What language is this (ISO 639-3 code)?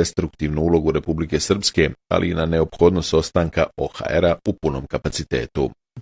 bos